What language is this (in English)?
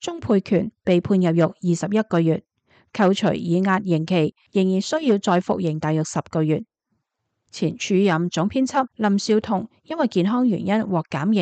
Cantonese